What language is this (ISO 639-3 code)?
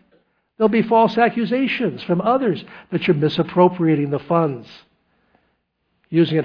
eng